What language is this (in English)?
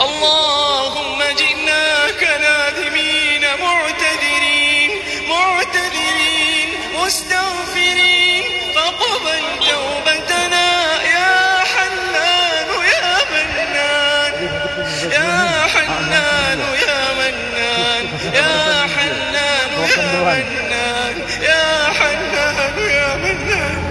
Ngazidja Comorian